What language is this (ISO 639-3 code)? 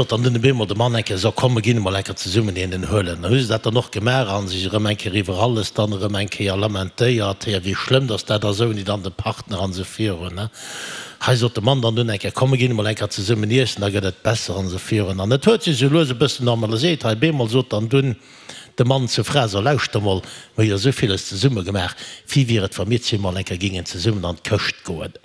ltz